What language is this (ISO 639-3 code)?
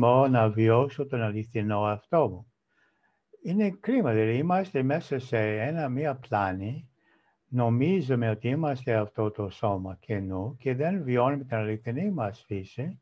ell